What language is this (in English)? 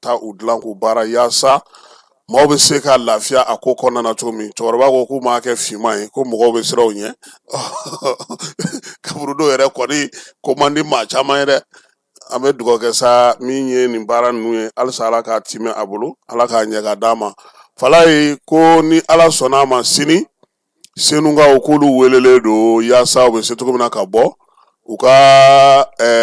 Bambara